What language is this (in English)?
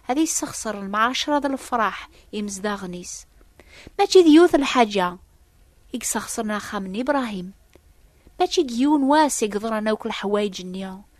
Kabyle